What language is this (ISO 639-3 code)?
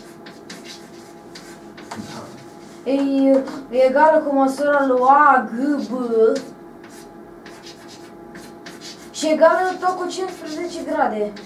ron